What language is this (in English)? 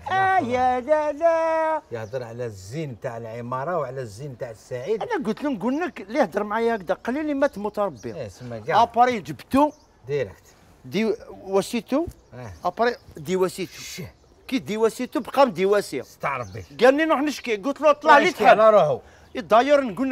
Algerian Arabic